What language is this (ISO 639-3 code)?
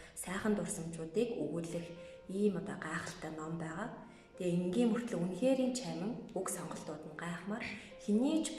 mon